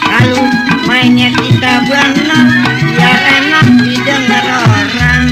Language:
Betawi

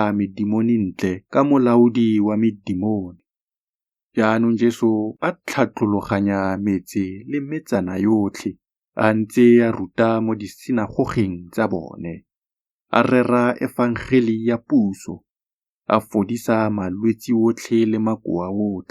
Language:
Tswana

